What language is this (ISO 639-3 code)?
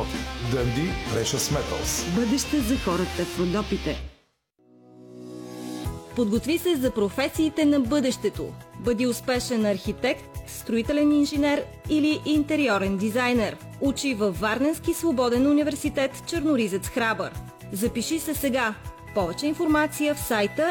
bul